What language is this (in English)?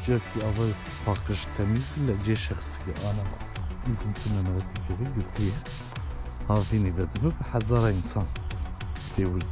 Kurdish